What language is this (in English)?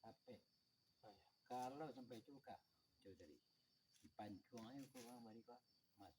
Minangkabau